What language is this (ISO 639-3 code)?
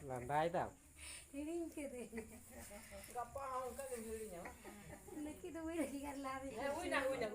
sat